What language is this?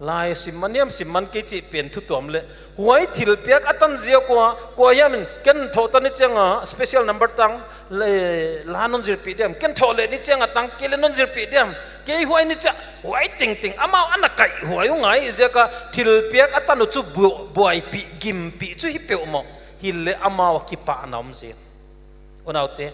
Paite Chin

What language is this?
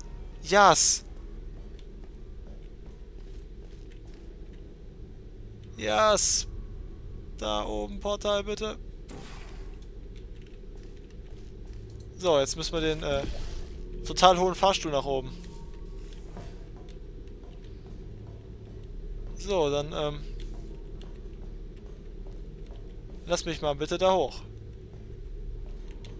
German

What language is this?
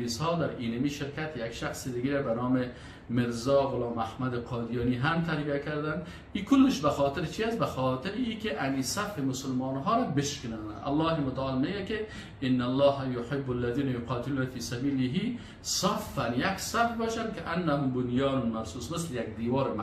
Persian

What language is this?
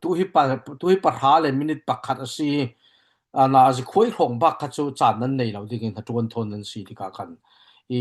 Falam Chin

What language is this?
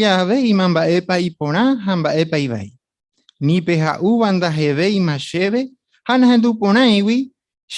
Guarani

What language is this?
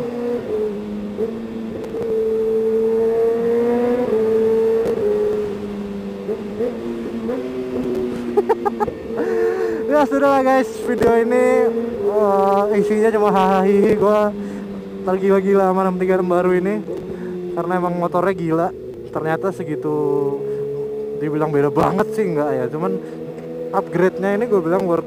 Indonesian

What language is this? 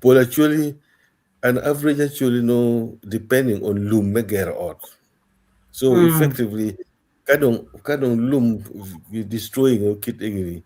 Acoli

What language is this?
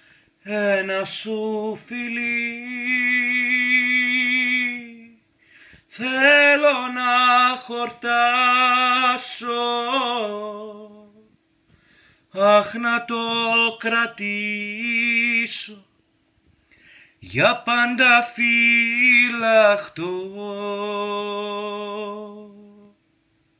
Greek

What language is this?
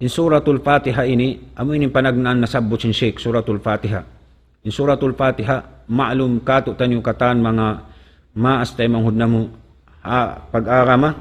Tausug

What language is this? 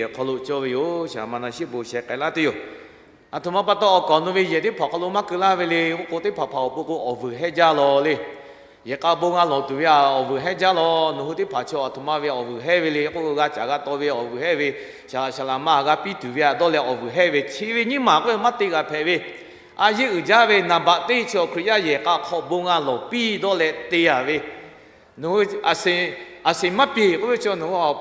Lahu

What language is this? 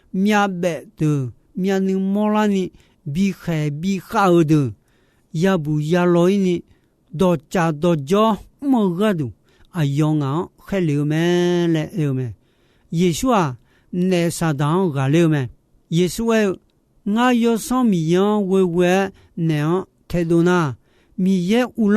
Akha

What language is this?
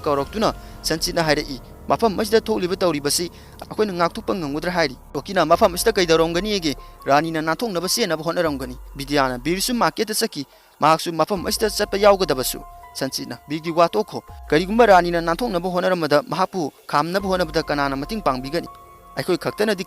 Manipuri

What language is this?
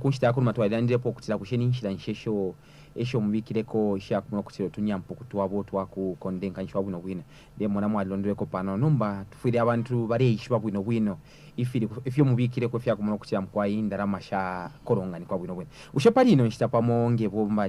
Bemba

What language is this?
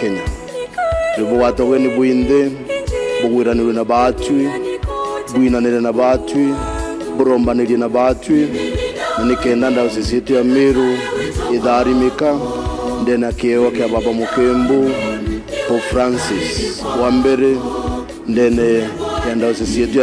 Meru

